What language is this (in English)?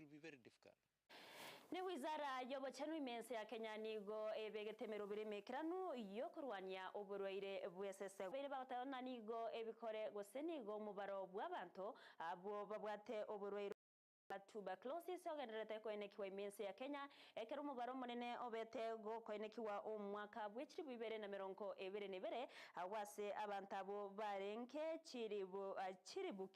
Gusii